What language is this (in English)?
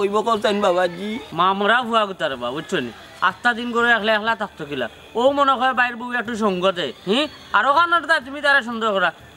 Sylheti